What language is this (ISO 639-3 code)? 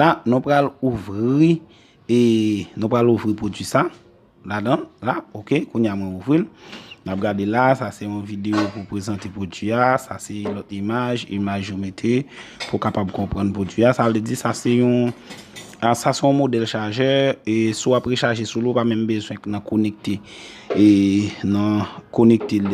hat